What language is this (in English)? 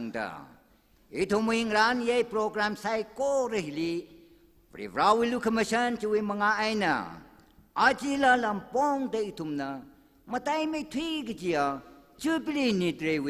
Tangkhul Naga (India)